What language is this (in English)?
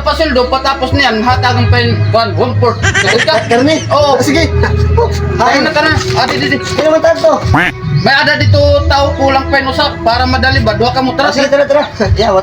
Waray